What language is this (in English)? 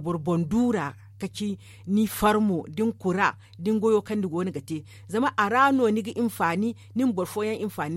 Zarma